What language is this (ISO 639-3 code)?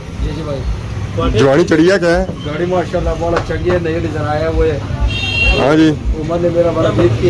phr